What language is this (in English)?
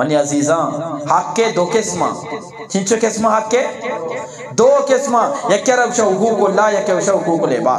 Eastern Balochi